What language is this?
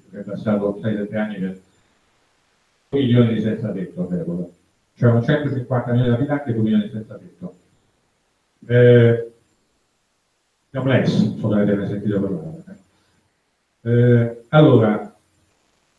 Italian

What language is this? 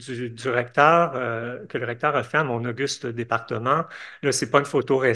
French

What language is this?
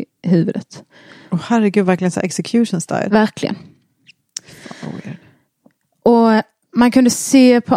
Swedish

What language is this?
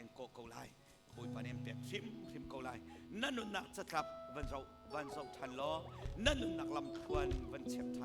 Hakha Chin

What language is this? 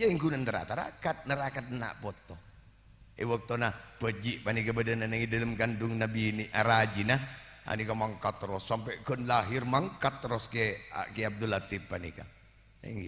Madurese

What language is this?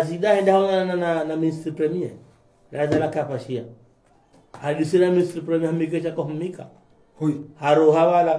Swahili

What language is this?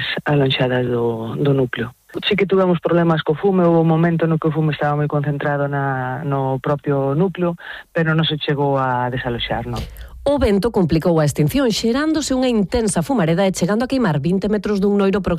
Galician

